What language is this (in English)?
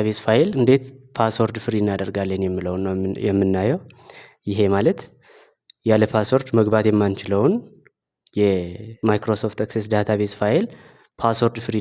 Amharic